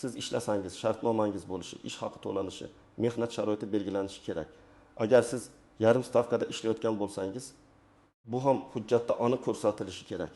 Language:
Uzbek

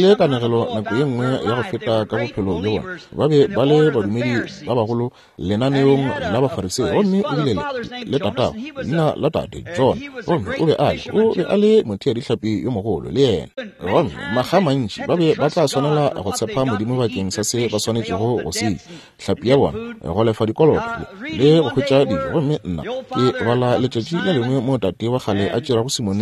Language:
Northern Sotho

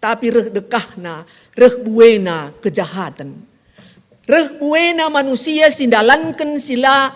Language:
Batak Karo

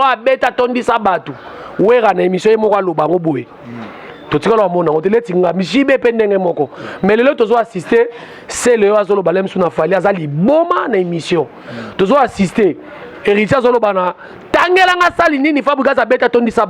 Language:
Lingala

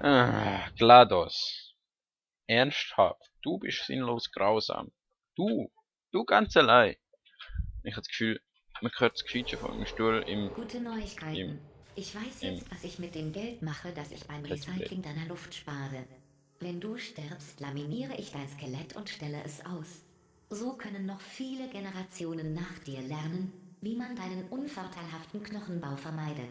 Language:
Swiss German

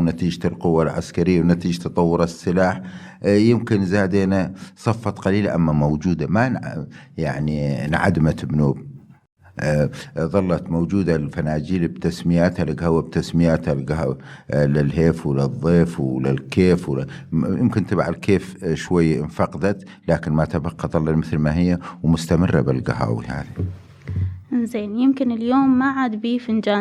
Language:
Mesopotamian Arabic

